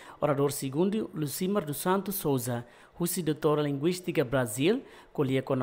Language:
Tetum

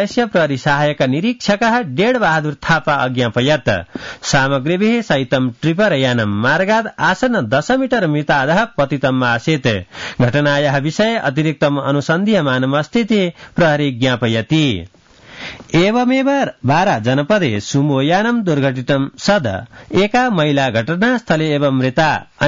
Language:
Sanskrit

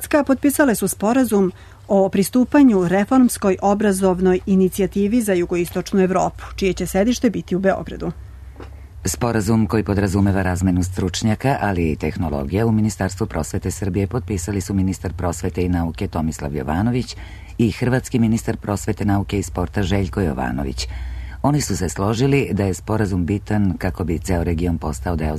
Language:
Serbian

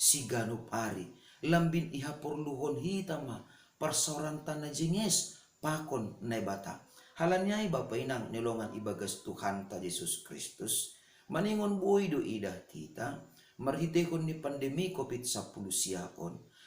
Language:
Batak Simalungun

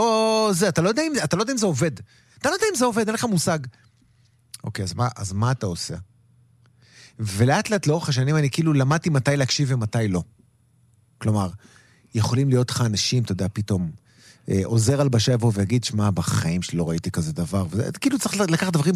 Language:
Hebrew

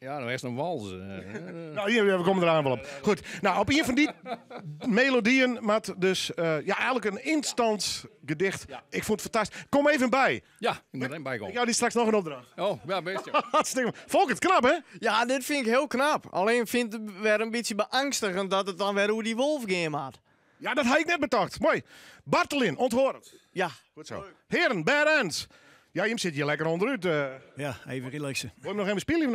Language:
Western Frisian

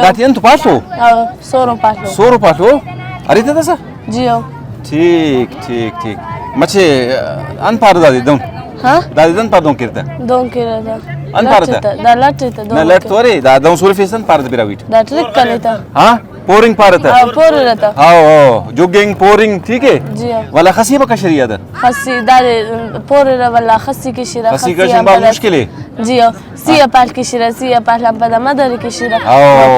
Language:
Brahui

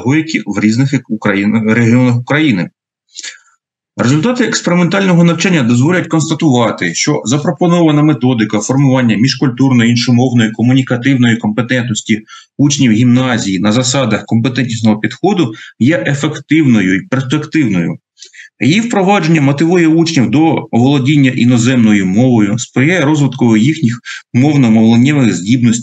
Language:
Ukrainian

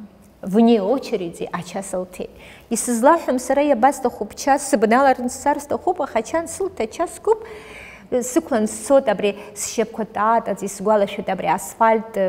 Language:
Abkhazian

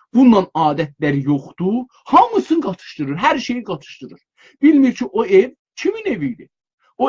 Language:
South Azerbaijani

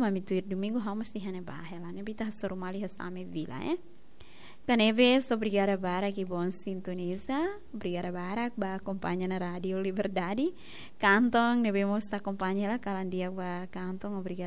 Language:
Tetum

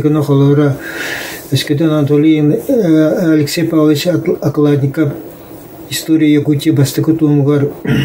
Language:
Yakut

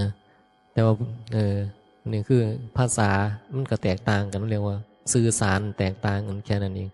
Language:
Northeastern Thai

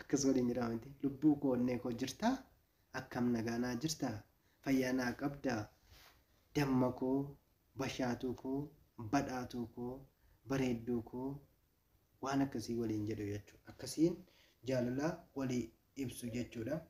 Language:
Oromo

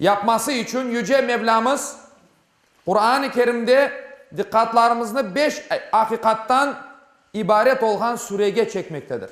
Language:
Crimean Tatar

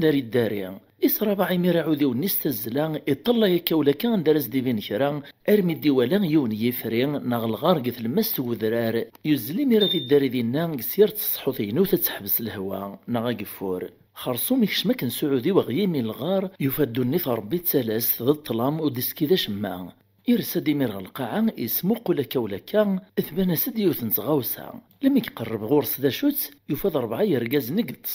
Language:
Kabyle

